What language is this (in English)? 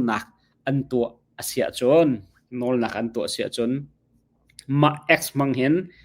Hakha Chin